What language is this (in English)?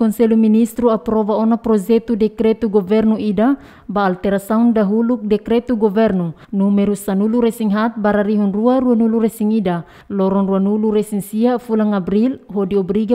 Tetum